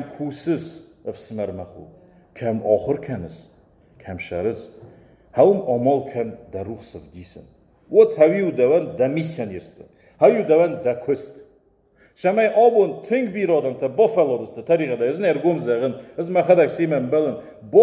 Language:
Ossetic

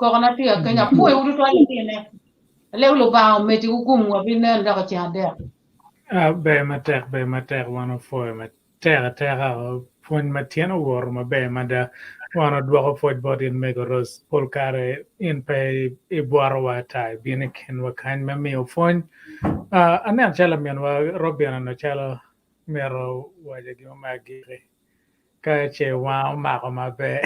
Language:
Acoli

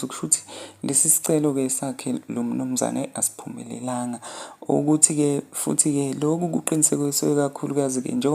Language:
Zulu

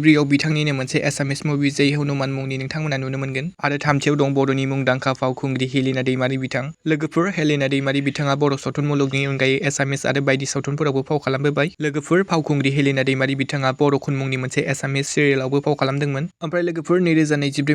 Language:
Bodo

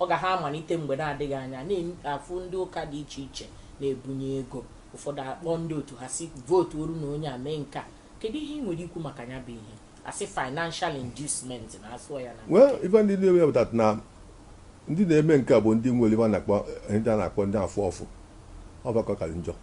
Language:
Igbo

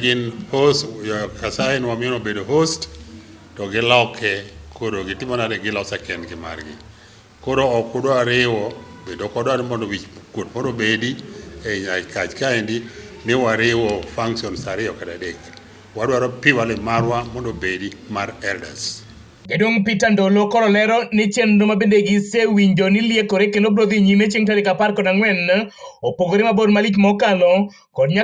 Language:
Luo (Kenya and Tanzania)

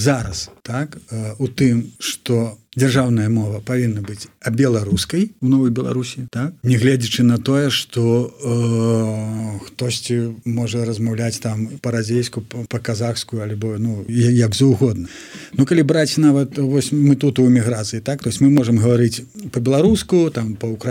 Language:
Belarusian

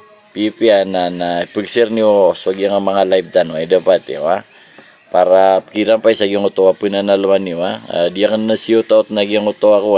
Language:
Maranao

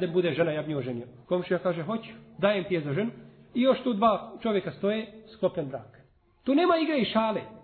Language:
Bosnian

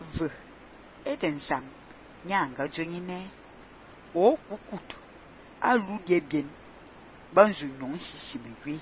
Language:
Fang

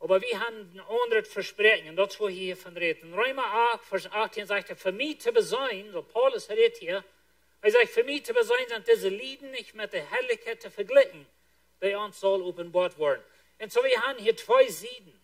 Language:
Plautdietsch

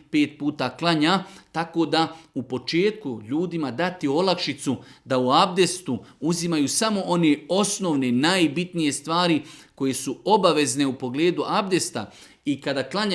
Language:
Bosnian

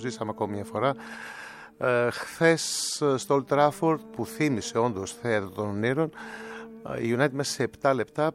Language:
Greek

